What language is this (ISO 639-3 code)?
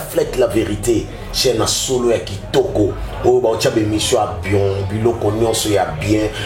lin